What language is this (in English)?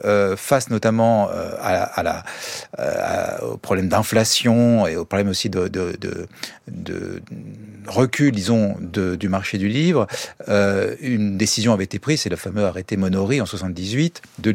French